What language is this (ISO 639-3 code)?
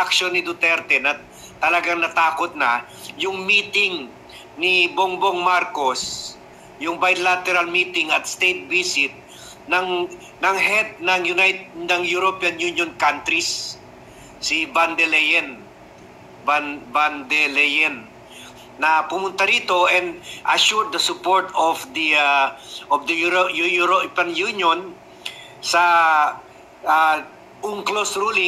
fil